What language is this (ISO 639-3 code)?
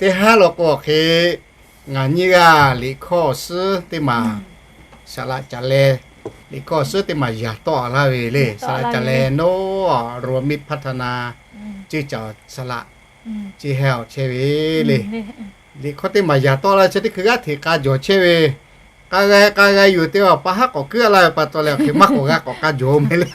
lhu